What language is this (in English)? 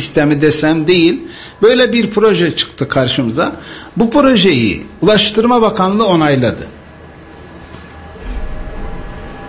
Turkish